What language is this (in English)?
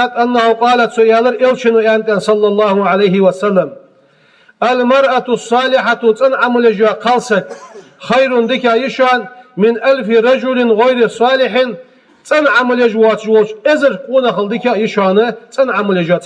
Ingush